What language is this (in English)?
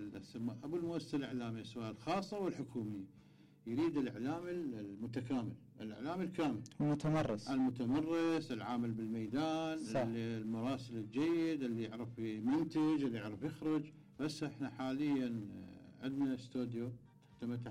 Mesopotamian Arabic